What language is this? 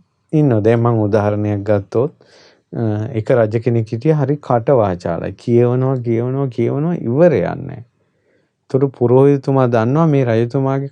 Sinhala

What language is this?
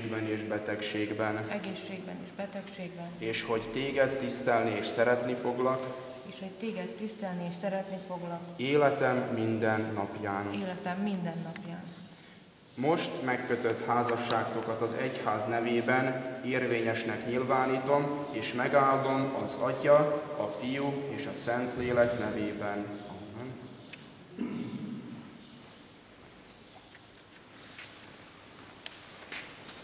Hungarian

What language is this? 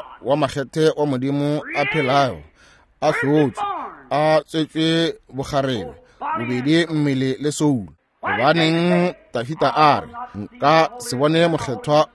Northern Sotho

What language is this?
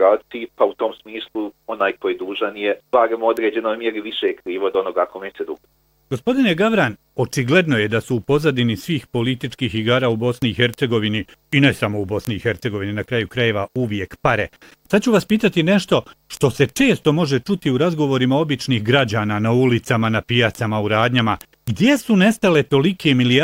Bosnian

